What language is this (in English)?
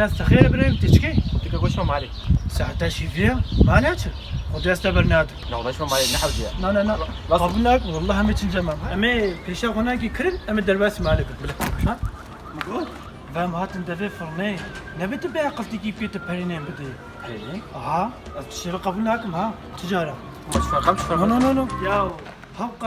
Kurdish